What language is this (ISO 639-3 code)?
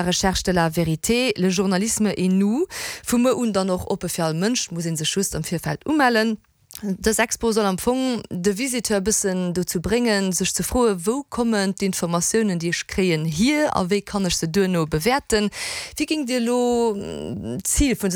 ltz